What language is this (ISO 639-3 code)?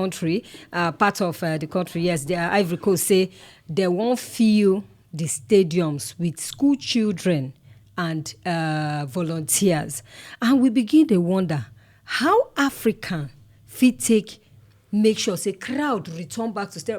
pcm